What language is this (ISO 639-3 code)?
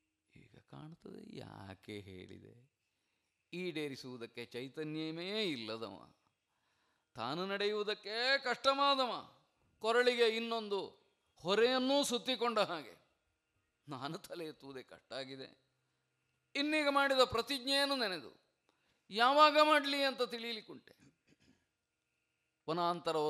kan